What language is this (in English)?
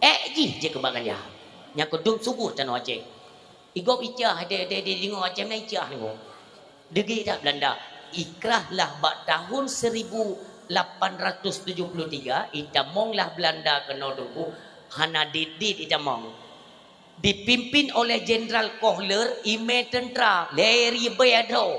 Achinese